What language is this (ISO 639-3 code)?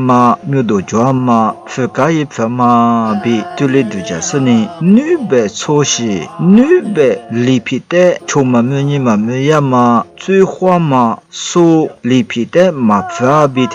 lis